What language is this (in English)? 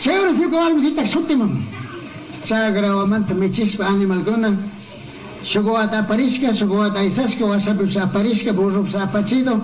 Chimborazo Highland Quichua